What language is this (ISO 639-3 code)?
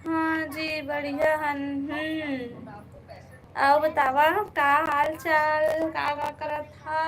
hne